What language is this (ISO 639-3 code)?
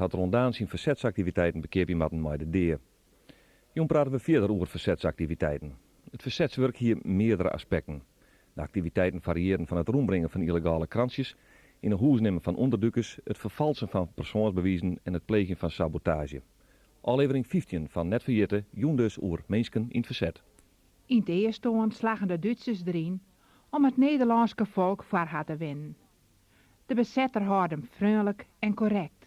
fry